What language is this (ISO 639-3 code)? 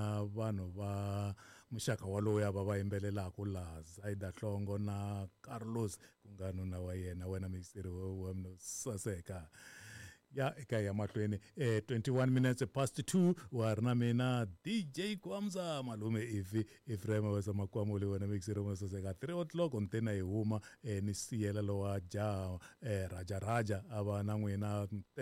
tso